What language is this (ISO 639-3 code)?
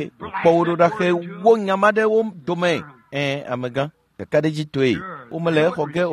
ewe